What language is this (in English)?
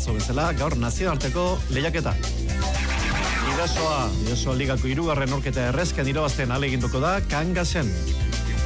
Basque